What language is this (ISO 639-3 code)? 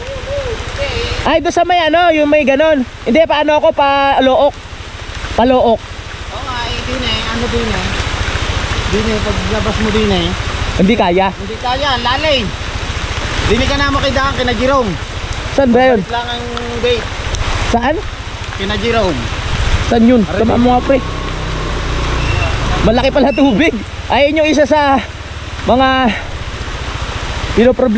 fil